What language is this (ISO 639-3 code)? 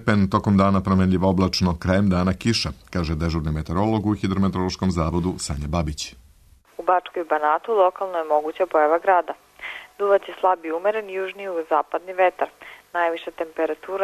srp